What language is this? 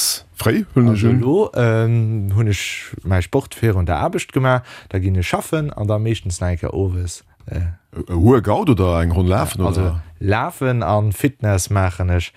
Luxembourgish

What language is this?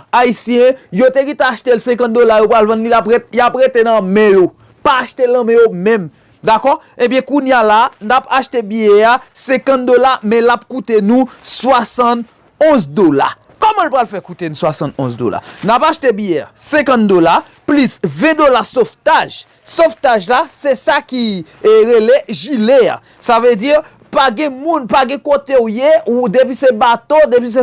Haitian Creole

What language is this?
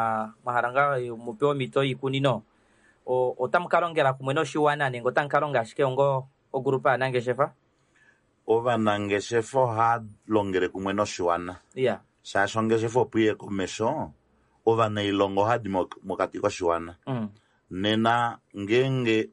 Kuanyama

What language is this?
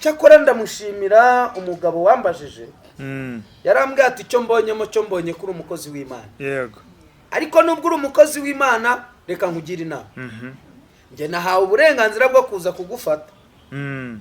Kinyarwanda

